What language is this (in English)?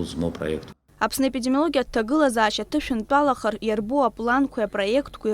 Abkhazian